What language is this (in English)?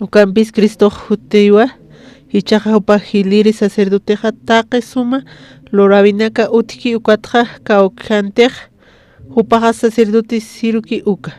Aymara